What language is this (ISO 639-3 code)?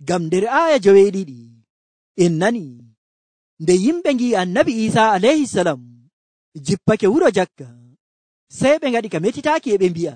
fuv